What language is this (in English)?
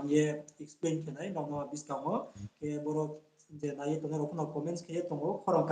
Riang (India)